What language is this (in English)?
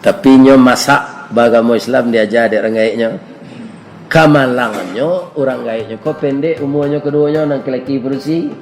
Minangkabau